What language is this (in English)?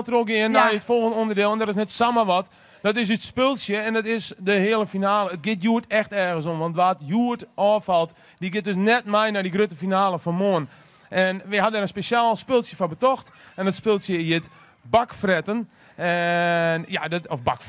Western Frisian